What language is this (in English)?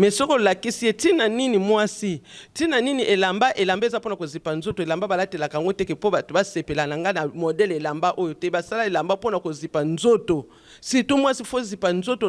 Lingala